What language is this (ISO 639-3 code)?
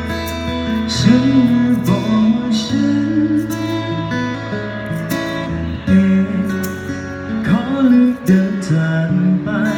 tha